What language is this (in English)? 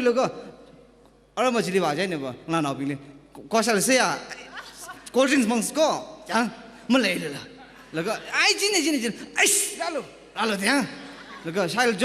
Tangkhul Naga (India)